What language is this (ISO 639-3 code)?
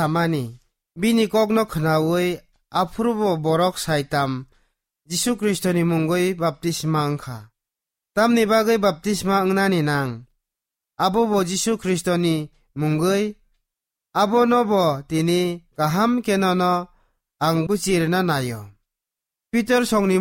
trp